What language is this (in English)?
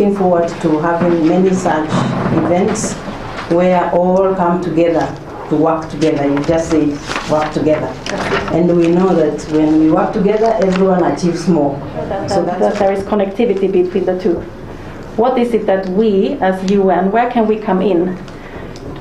Gusii